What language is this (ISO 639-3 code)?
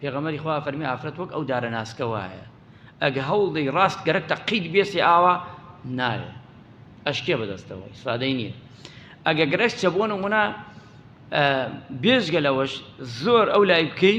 ckb